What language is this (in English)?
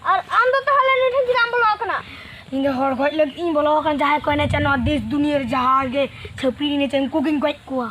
Santali